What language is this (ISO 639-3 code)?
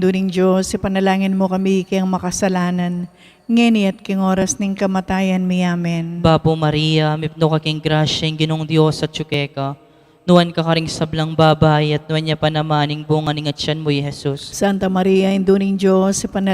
pam